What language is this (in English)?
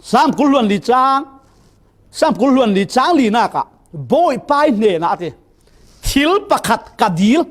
Falam Chin